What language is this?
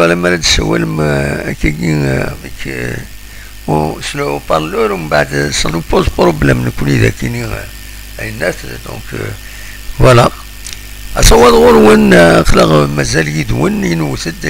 Kabyle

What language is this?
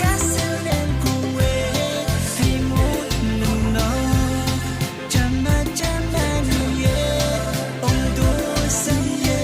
Pohnpeian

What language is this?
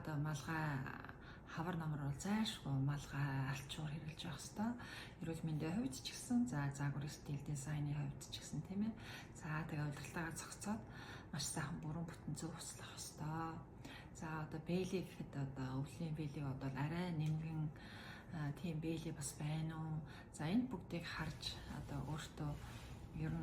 Mongolian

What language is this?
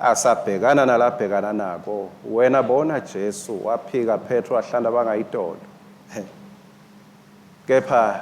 Swati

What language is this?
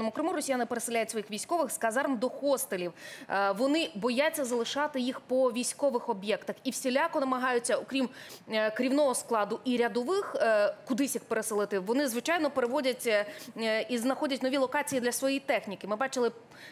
Ukrainian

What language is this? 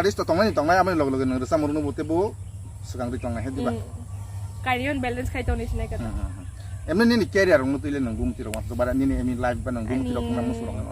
Kok Borok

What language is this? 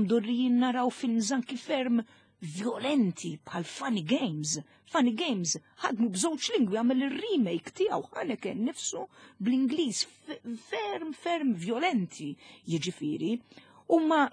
Maltese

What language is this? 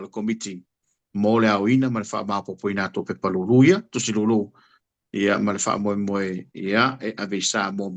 Samoan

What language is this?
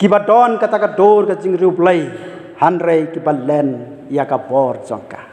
Khasi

